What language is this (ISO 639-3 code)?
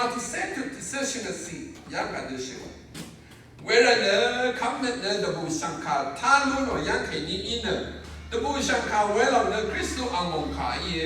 raw